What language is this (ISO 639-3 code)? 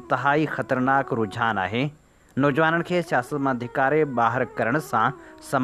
snd